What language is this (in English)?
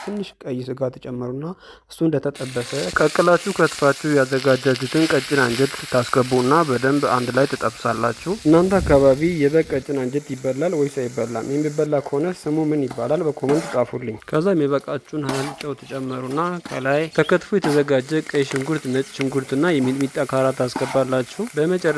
Amharic